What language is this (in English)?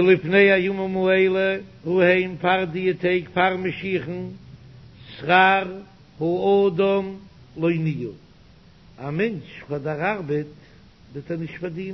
Yiddish